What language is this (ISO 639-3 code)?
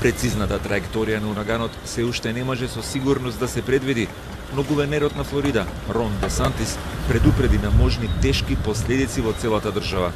mkd